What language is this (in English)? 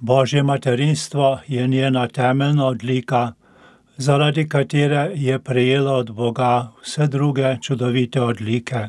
Slovenian